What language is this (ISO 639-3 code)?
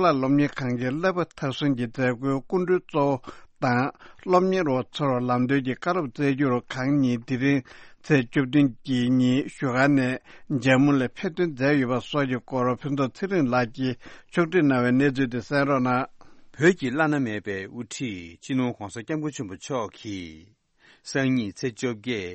bod